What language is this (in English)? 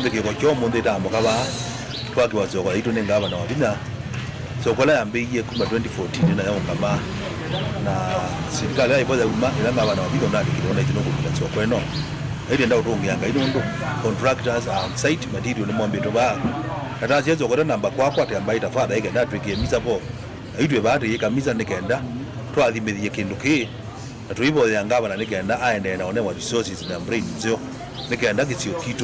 Kamba